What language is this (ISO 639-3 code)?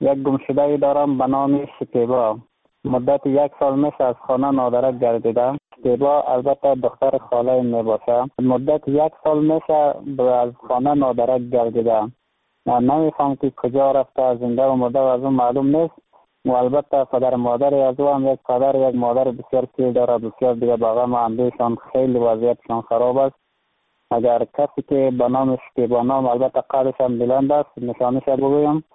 fas